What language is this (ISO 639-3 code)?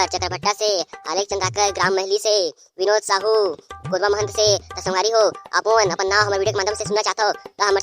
hne